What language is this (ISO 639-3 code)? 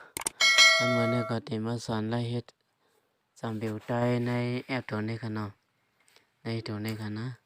shn